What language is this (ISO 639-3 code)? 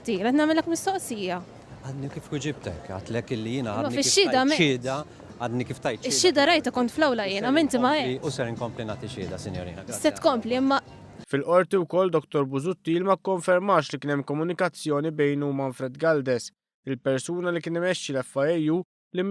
mlt